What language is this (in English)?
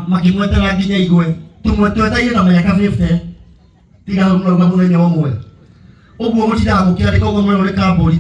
Kikuyu